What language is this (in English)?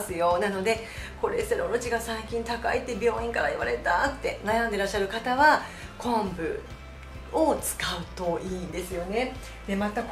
Japanese